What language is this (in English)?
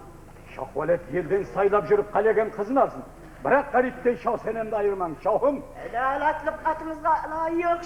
Kara-Kalpak